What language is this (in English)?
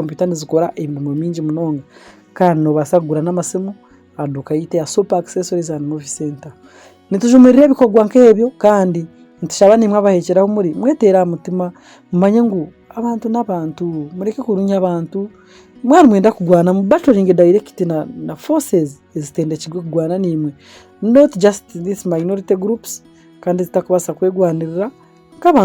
Nyankole